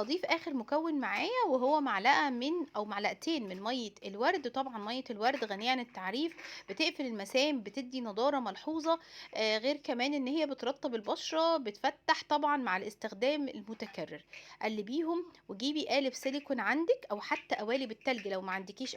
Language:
Egyptian Arabic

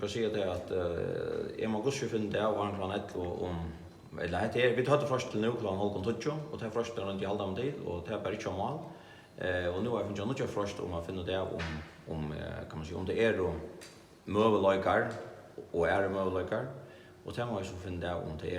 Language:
Faroese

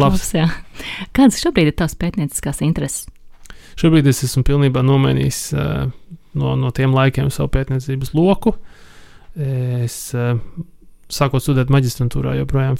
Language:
Latvian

